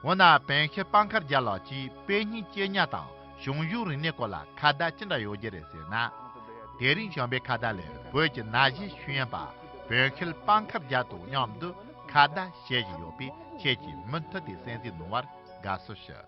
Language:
Tibetan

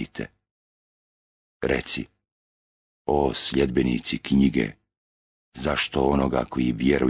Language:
Bosnian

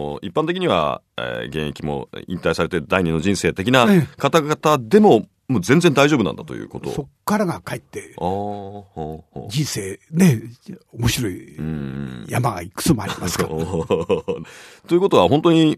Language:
Japanese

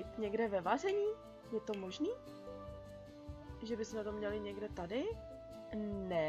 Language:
Czech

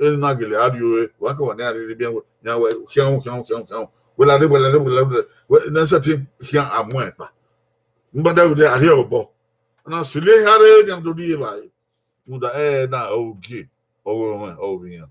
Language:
Bini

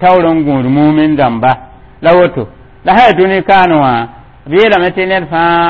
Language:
Mossi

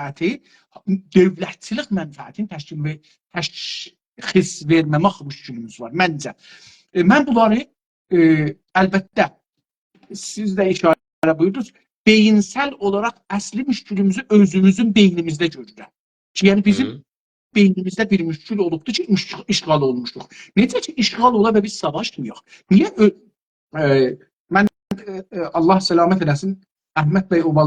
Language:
South Azerbaijani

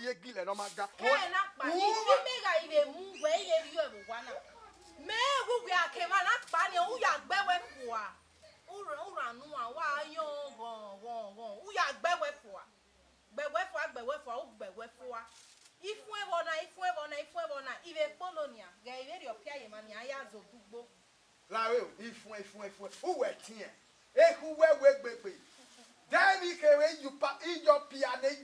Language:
Bini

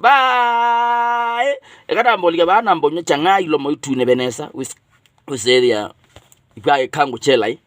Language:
Kamba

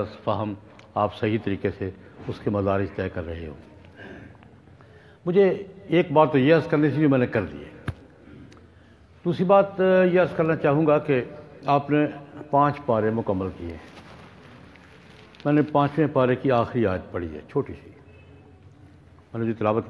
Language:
Urdu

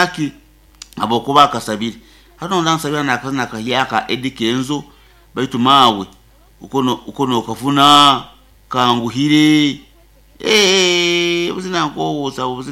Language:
Nyoro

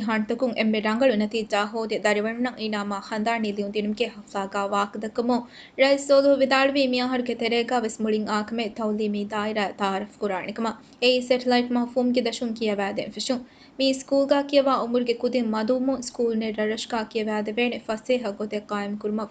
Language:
Divehi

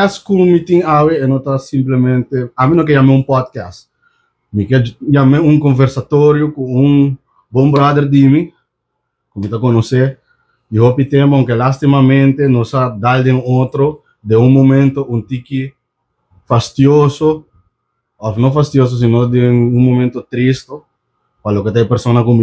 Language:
Papiamento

